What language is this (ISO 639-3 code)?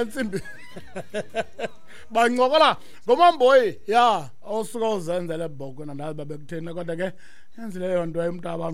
xho